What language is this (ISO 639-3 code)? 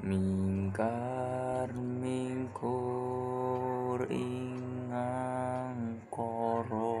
jav